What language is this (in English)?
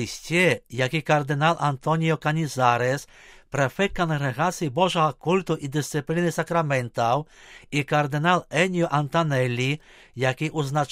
Belarusian